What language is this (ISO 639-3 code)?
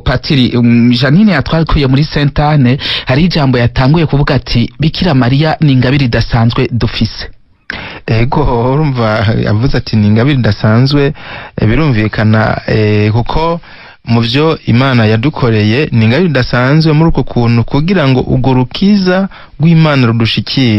run